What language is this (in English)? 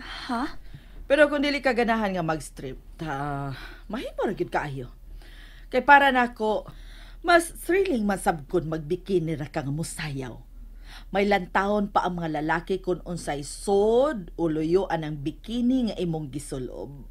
Cebuano